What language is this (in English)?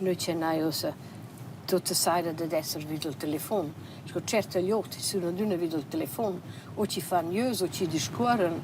Romansh